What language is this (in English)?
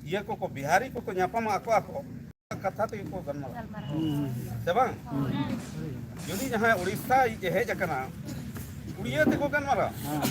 Santali